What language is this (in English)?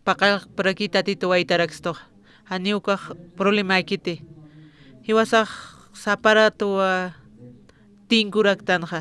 Aymara